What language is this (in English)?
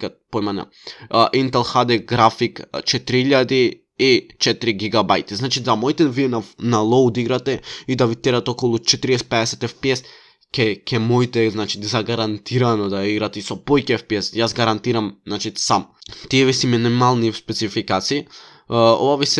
Macedonian